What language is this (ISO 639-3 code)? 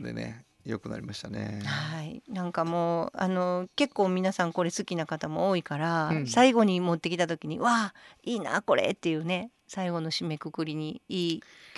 jpn